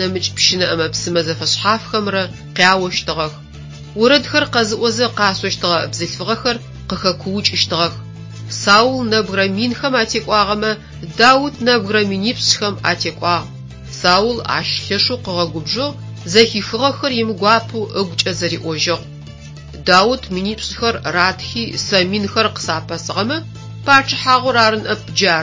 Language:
Adyghe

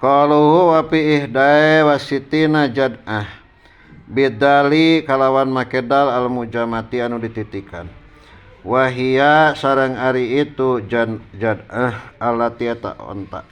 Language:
Sundanese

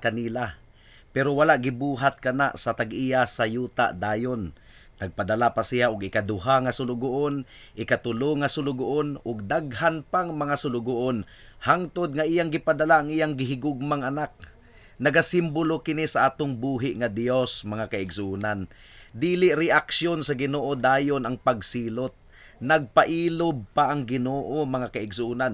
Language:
Cebuano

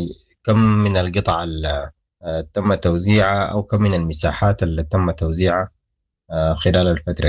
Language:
Sudanese Arabic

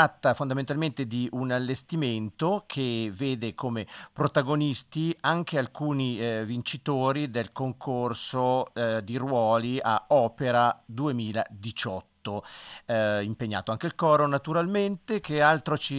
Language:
Italian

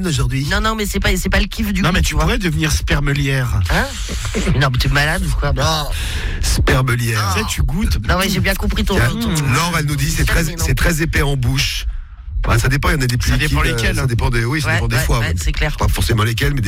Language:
French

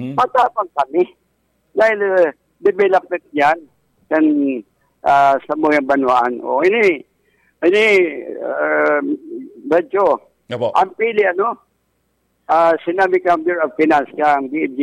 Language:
Bikol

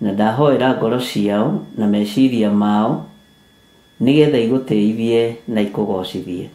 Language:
Kikuyu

